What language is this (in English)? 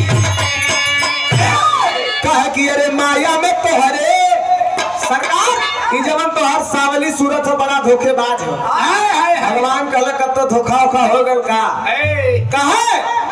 Bhojpuri